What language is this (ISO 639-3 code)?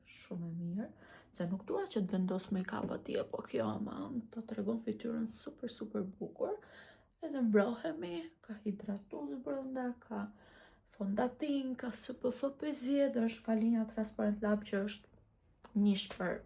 sqi